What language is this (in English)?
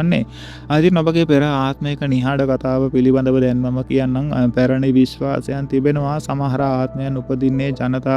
Sinhala